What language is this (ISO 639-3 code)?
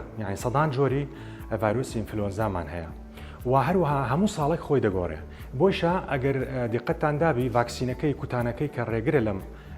ckb